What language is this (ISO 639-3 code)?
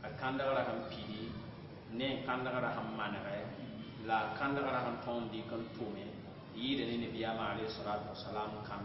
mos